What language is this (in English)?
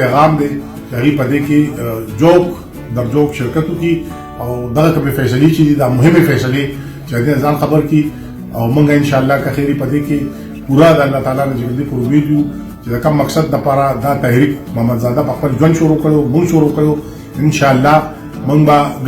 Pashto